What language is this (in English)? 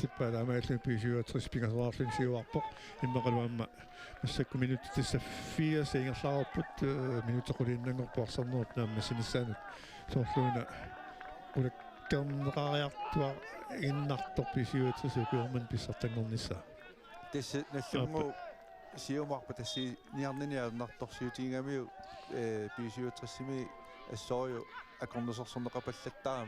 Kalaallisut